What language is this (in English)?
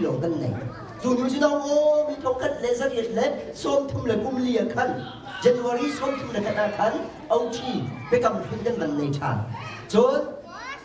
Hakha Chin